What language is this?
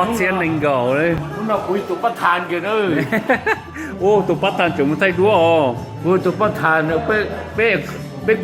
Hmong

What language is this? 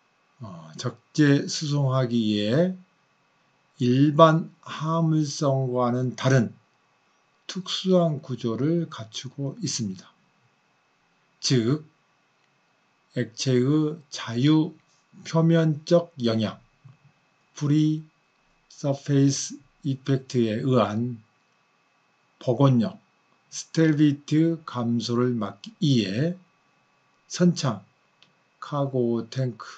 Korean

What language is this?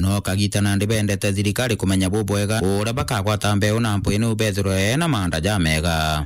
Meru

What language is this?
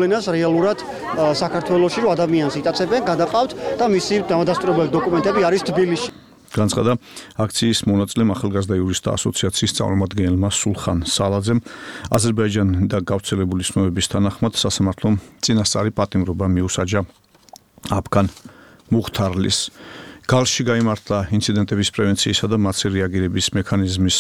Georgian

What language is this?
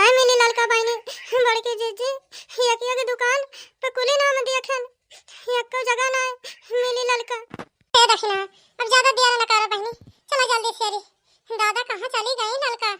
Awadhi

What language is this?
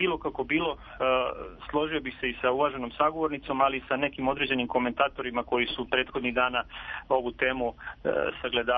Serbian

